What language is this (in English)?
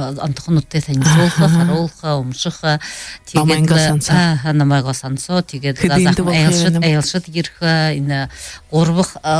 Buriat